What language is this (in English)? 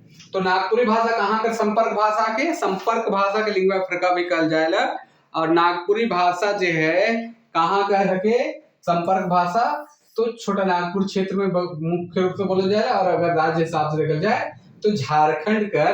Sadri